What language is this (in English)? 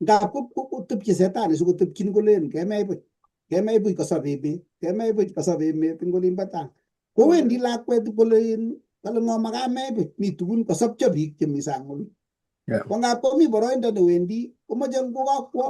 Kalenjin